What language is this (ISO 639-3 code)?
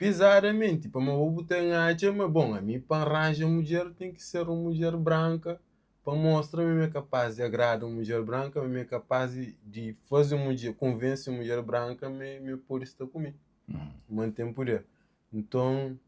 kea